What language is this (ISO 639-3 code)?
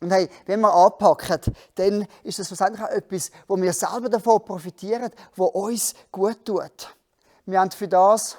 gsw